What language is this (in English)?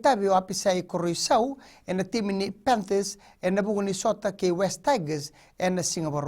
Fijian